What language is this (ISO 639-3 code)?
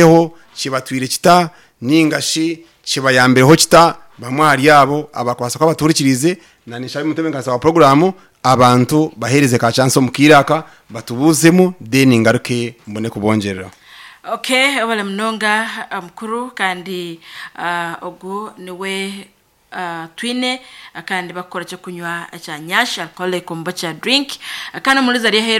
nyn